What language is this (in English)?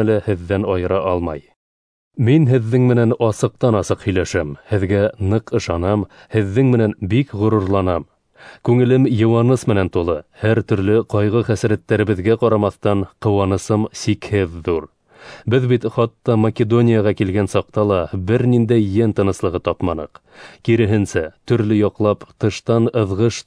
Bashkir